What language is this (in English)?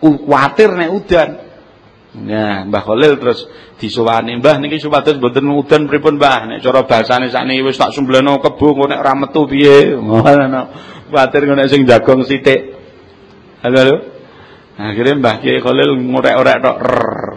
Javanese